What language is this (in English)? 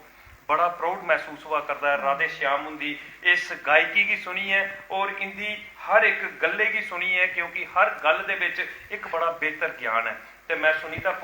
Dogri